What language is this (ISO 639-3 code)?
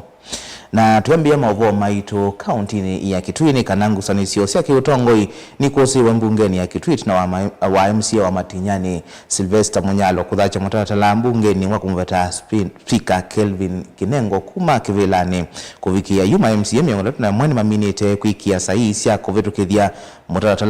kam